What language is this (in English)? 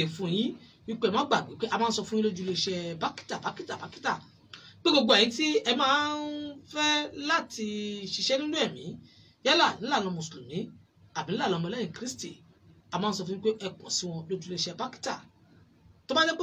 Yoruba